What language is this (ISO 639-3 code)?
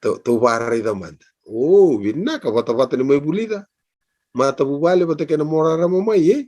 fij